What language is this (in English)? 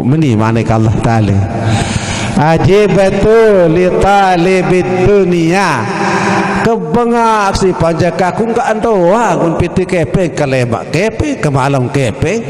Sasak